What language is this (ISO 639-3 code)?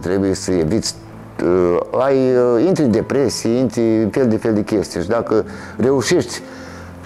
ron